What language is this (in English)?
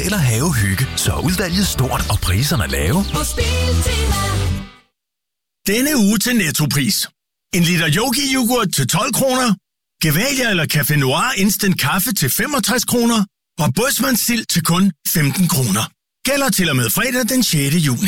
Danish